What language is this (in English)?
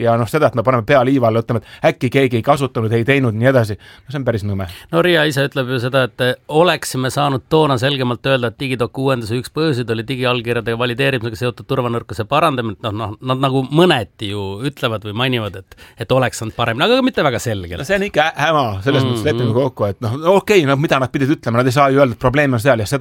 Estonian